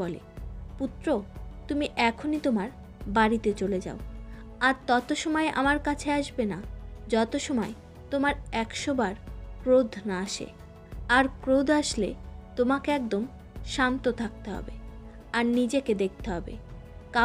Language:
Bangla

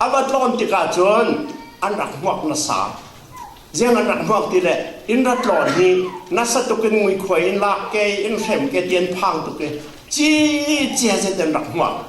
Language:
Falam Chin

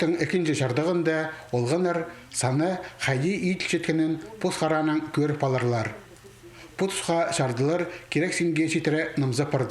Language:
Khakas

